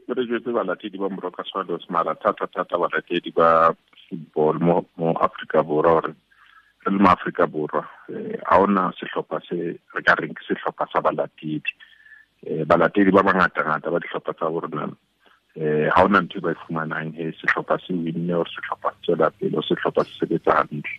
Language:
Tswana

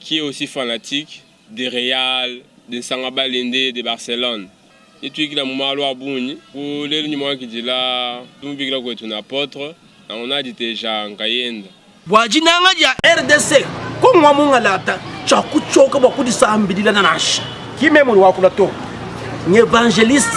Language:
Luba-Lulua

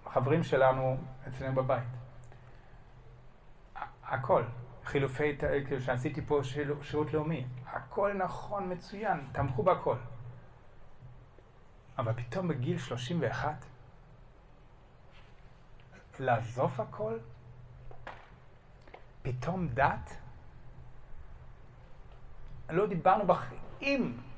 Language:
Hebrew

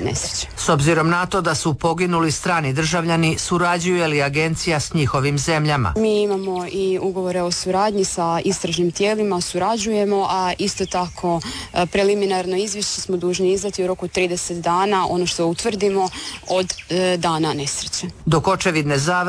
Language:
Croatian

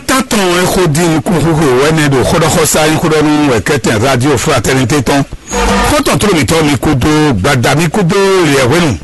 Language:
Fon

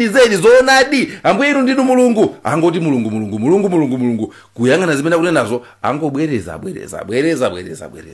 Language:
Nyanja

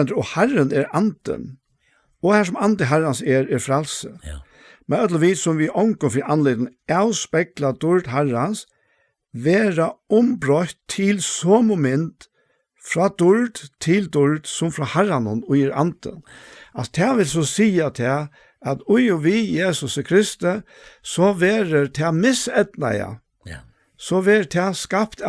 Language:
Faroese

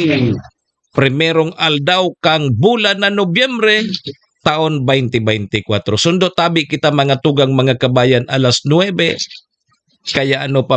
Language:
Bikol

